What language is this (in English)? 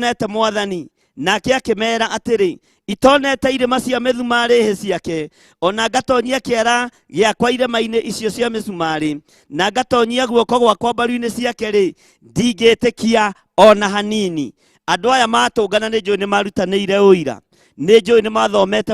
Kikuyu